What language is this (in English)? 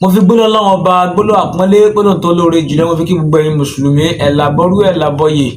Yoruba